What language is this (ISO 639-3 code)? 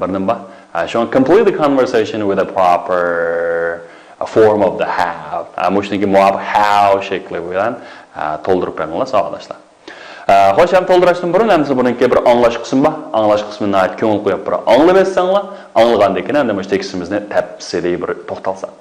uig